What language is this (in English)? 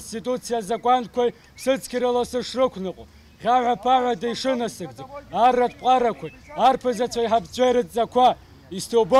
Abkhazian